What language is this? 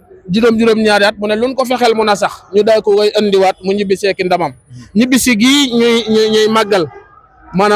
Wolof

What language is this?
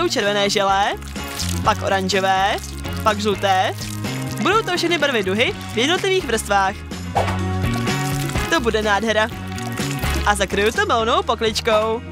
Czech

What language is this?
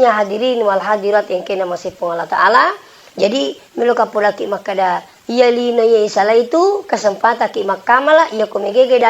Buginese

